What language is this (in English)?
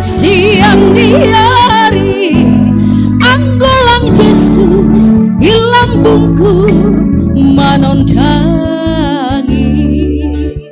Batak Simalungun